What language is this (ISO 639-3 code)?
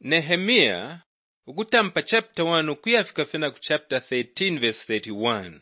bem